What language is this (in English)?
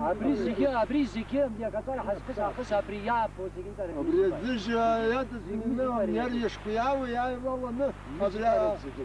Abkhazian